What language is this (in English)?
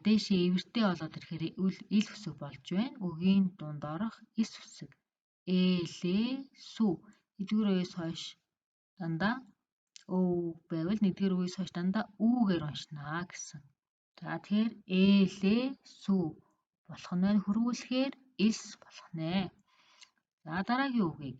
Mongolian